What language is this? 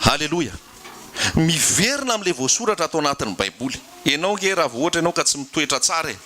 Malagasy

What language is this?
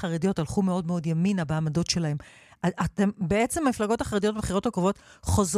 Hebrew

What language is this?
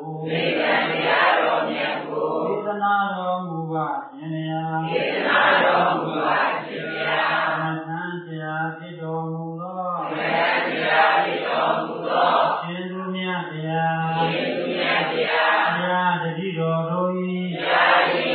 Burmese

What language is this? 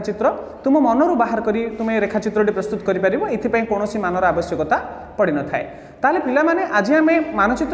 Odia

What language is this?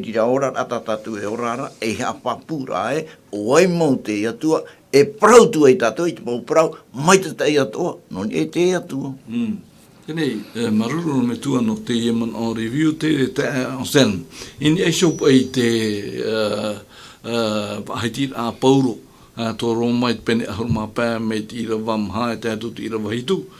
Tahitian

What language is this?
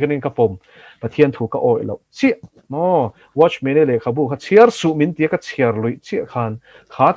Mizo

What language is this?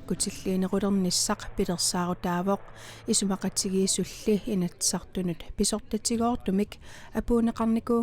Kalaallisut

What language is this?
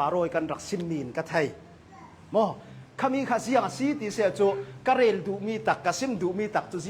Hakha Chin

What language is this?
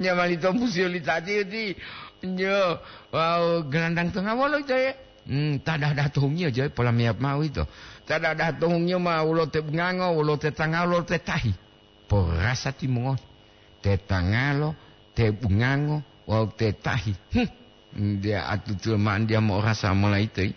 Gorontalo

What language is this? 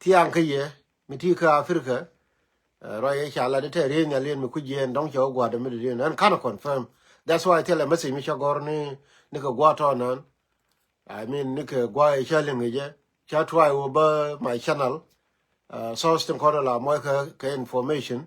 Nuer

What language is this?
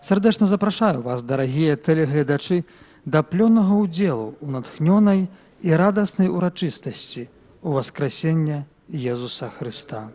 Belarusian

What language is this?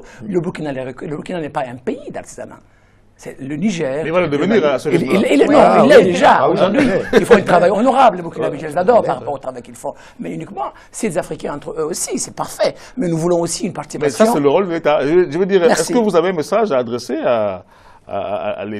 French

